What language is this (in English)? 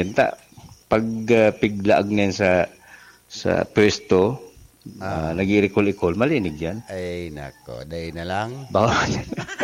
Bikol